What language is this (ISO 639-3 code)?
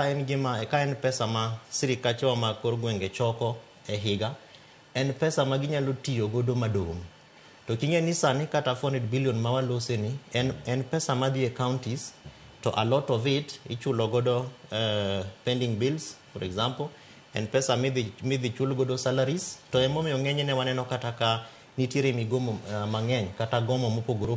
luo